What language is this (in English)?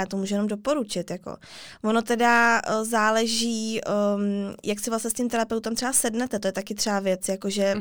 Czech